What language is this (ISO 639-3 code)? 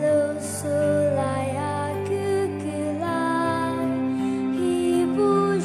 pmx